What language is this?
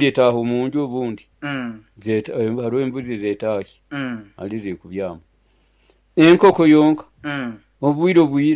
Nyoro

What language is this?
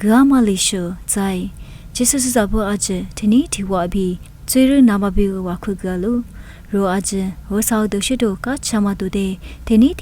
Lisu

